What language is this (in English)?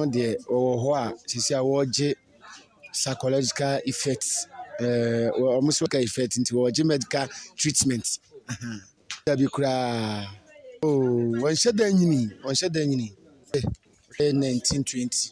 Akan